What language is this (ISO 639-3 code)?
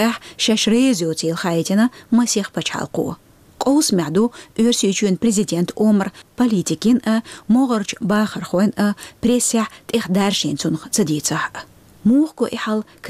che